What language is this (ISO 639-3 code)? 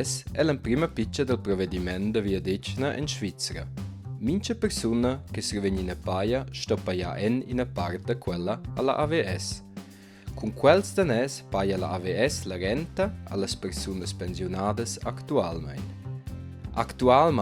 roh